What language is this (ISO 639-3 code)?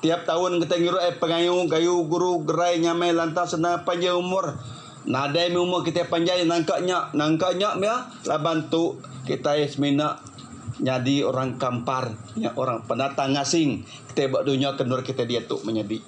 iba